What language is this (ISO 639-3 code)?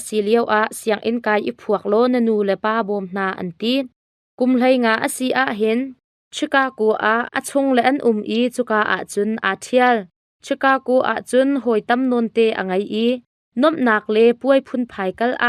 cnh